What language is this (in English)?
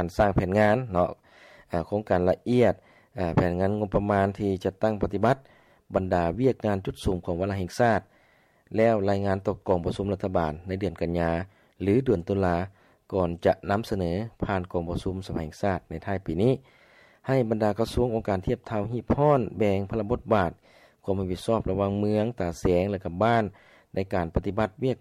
Lao